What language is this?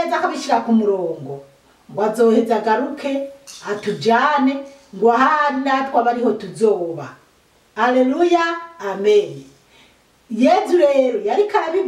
Rundi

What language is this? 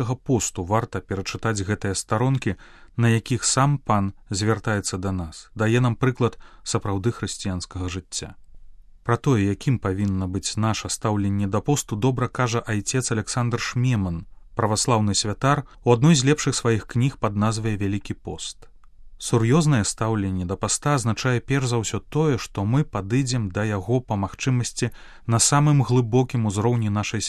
Belarusian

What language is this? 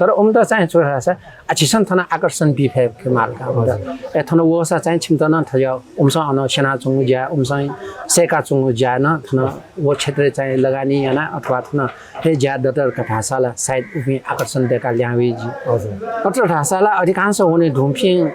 Newari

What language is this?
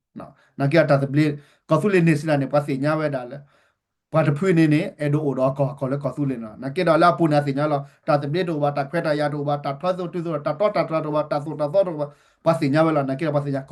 S'gaw Karen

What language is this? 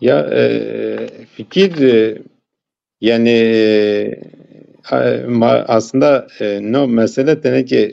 Zaza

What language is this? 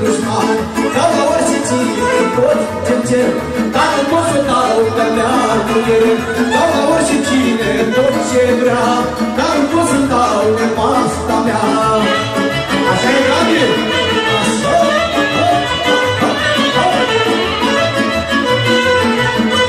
Romanian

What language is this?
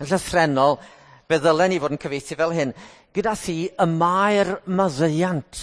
Welsh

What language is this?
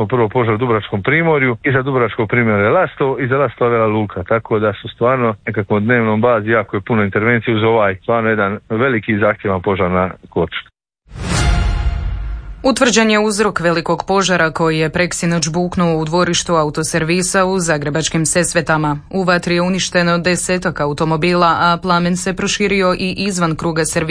Croatian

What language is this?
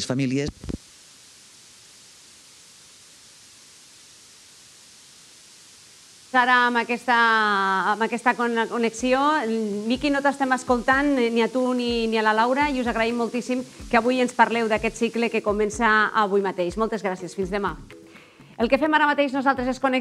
Catalan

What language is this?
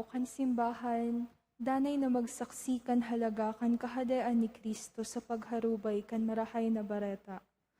Bikol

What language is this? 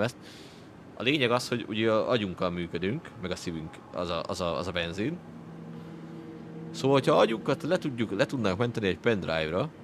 Hungarian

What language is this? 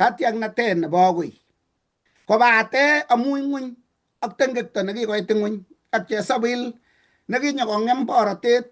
Kalenjin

